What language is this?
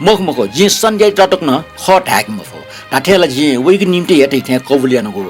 Newari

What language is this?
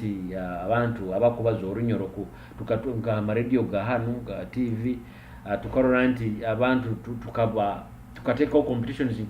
Nyoro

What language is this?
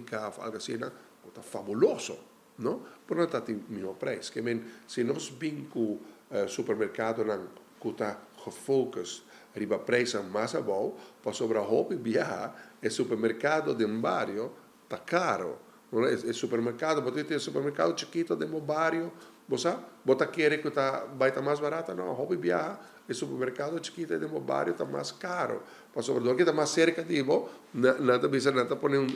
Papiamento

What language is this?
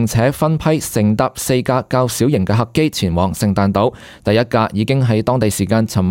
Cantonese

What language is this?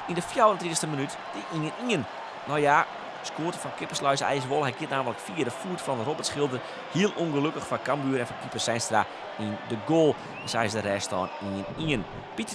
Western Frisian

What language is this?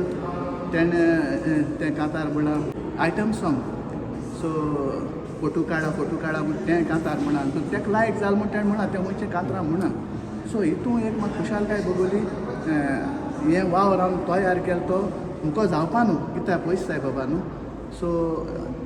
Konkani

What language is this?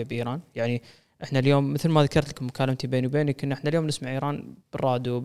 Gulf Arabic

